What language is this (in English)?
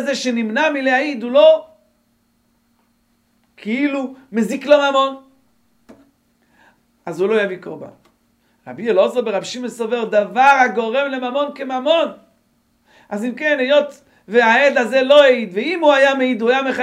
Hebrew